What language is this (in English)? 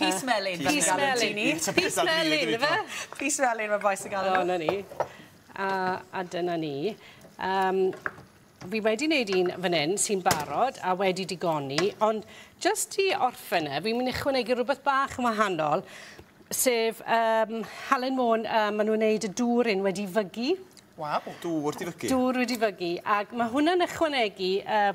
Welsh